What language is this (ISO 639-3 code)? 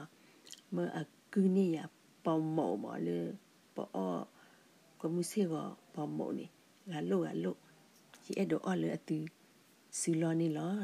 ksw